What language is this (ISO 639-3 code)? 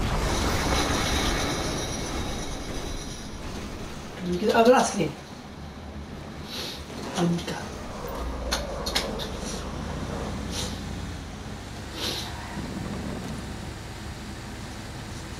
swe